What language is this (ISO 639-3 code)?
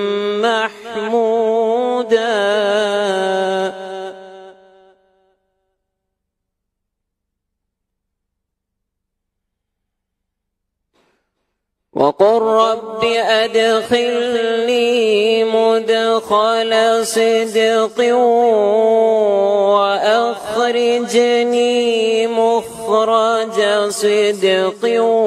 ara